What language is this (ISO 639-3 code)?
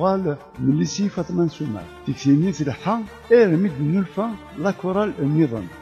kab